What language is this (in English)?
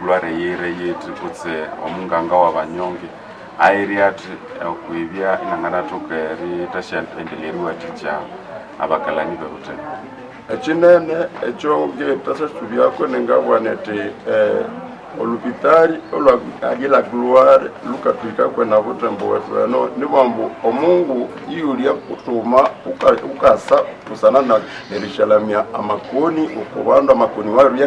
Nande